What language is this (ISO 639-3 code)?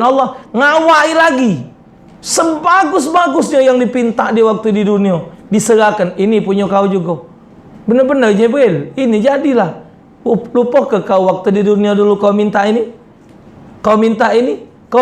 mui